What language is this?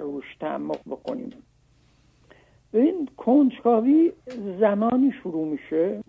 Persian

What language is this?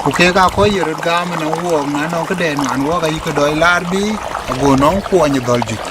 Dinka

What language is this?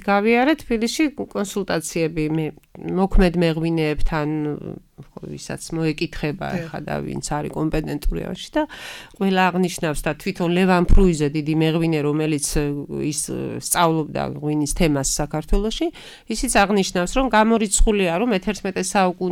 Georgian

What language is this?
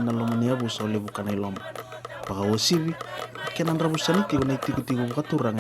Fijian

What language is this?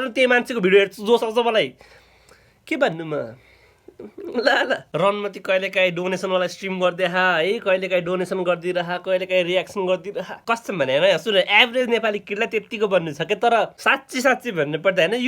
Nepali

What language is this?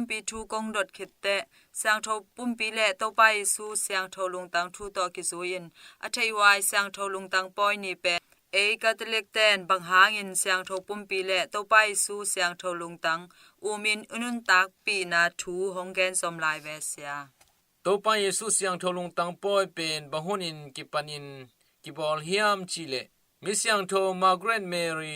Tedim Chin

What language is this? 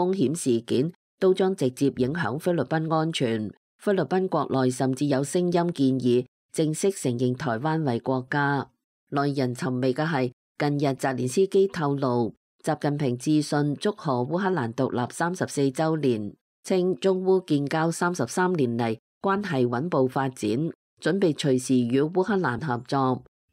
Cantonese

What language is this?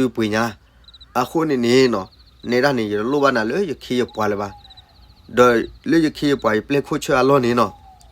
S'gaw Karen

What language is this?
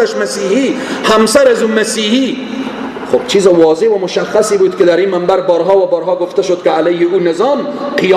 Persian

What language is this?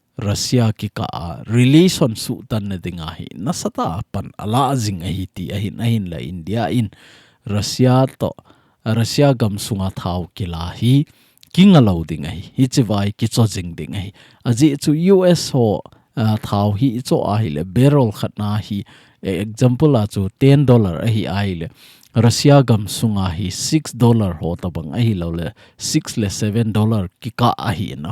Thado Chin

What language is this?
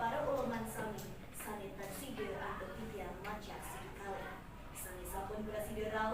Balinese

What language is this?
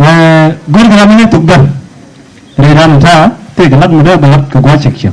Nuer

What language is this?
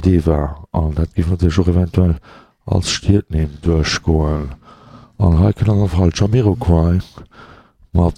Luxembourgish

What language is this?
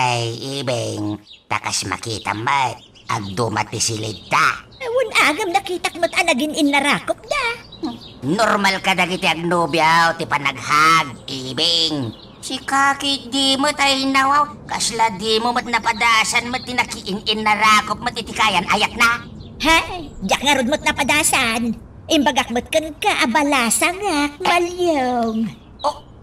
Iloko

